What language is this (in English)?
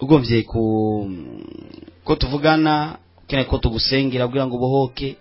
Rundi